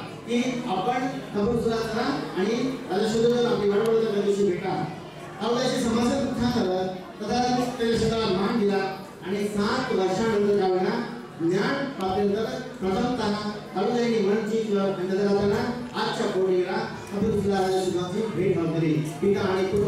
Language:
Marathi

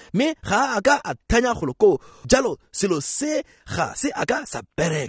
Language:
Tswana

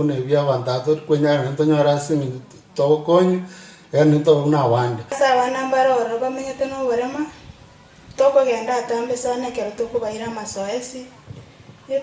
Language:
Gusii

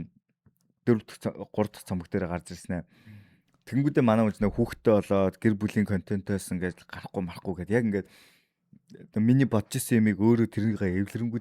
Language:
Mongolian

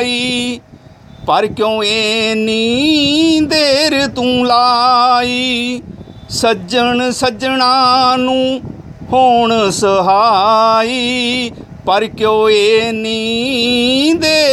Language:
Punjabi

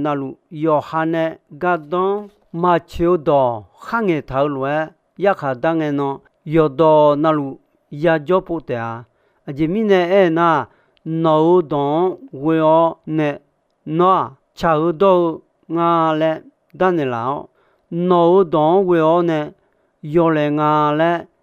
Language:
Akha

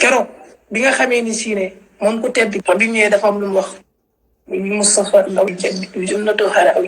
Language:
Wolof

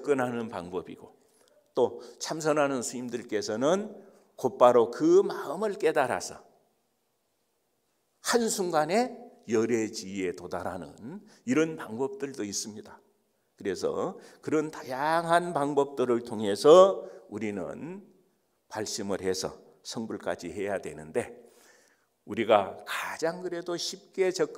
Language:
Korean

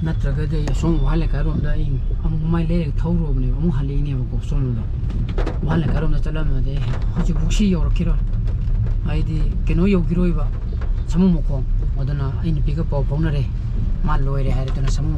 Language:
Manipuri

